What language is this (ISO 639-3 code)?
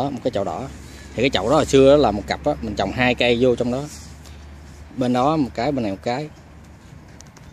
vie